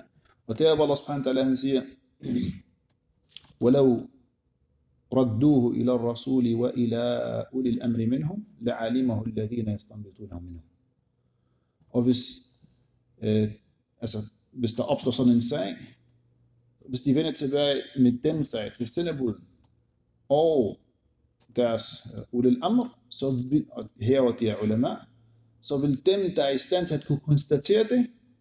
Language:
Danish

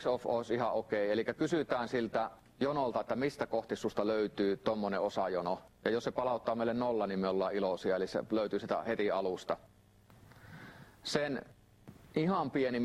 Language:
Finnish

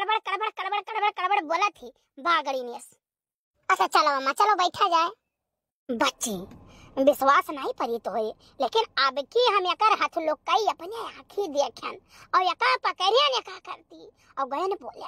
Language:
Awadhi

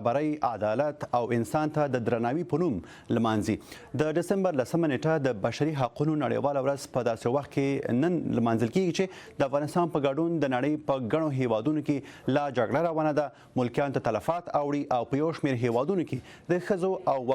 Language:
Pashto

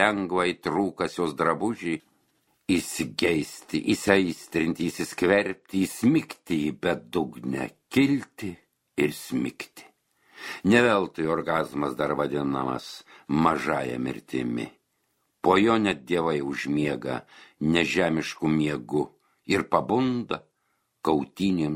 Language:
Lithuanian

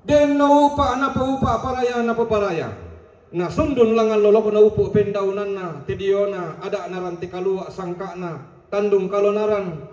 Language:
Toraja-Sa'dan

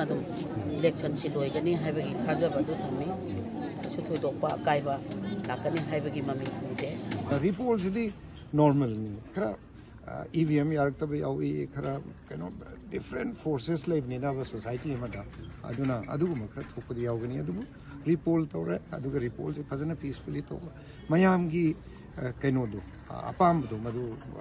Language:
Manipuri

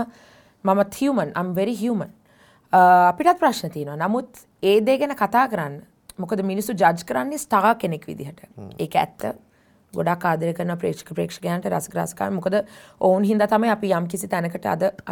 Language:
Sinhala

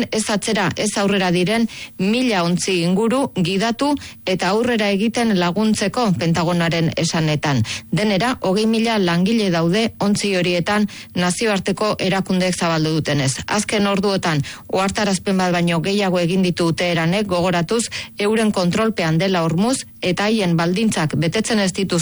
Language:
Basque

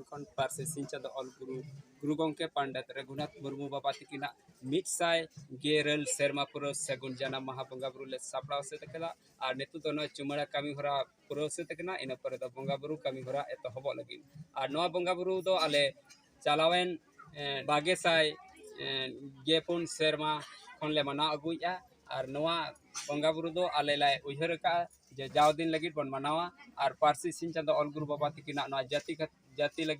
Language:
Santali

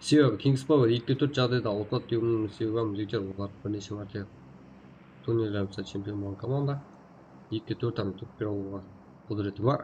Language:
Kara-Kalpak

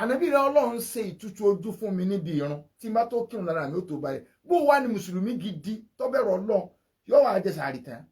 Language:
Yoruba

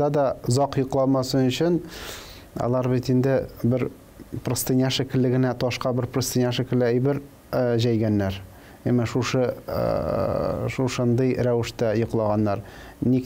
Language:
Tatar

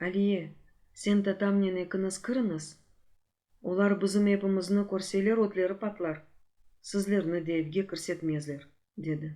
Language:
Crimean Tatar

